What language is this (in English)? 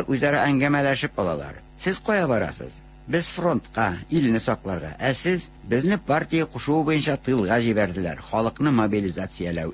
Tatar